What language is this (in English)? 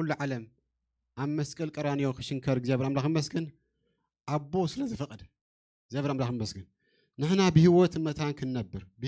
Tigrinya